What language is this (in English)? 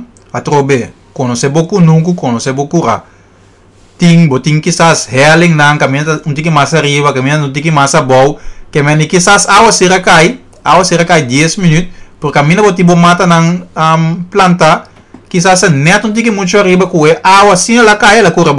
Papiamento